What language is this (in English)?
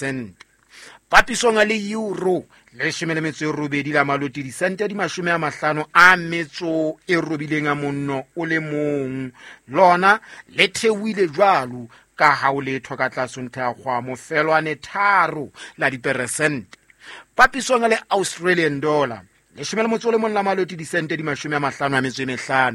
Southern Sotho